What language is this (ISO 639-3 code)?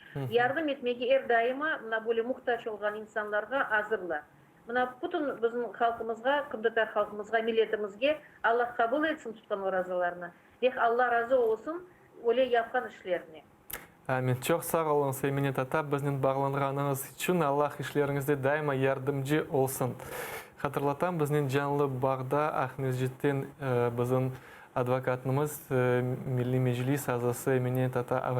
crh